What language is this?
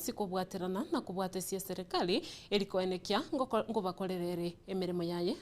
Gusii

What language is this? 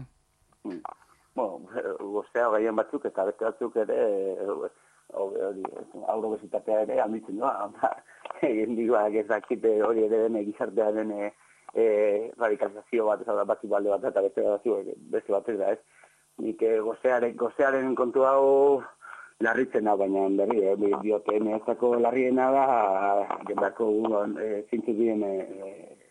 Basque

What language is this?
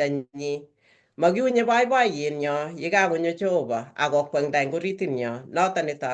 Kalenjin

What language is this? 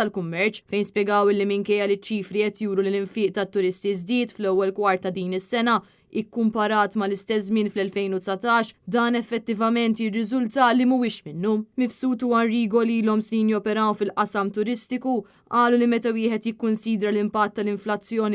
Maltese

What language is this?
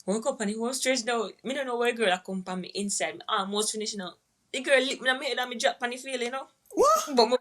Jamaican Creole English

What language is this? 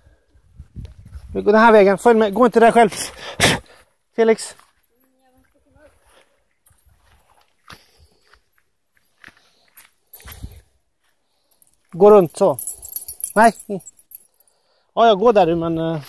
Swedish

